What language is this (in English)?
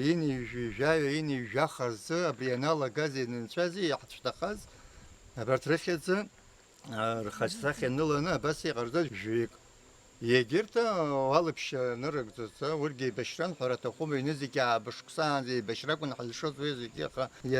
Abkhazian